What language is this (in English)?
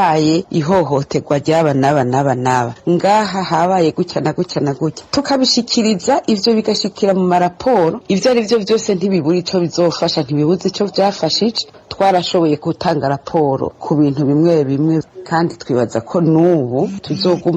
Rundi